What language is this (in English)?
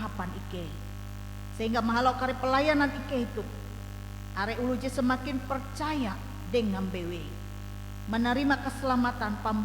Ngaju